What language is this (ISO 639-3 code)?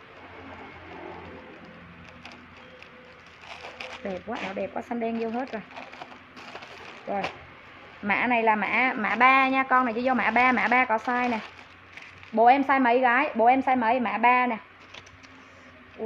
vie